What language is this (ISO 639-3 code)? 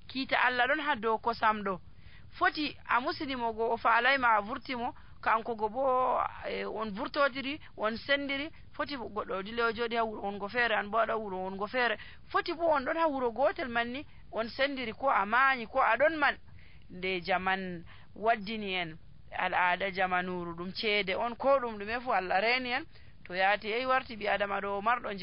fuv